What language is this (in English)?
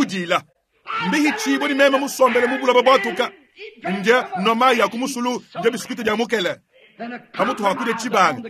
Luba-Lulua